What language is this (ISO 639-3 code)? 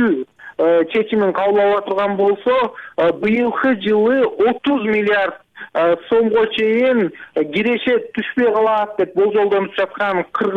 kir